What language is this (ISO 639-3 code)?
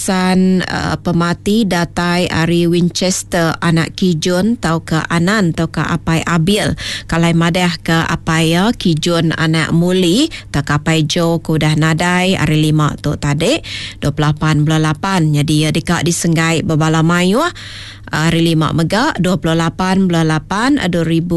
iba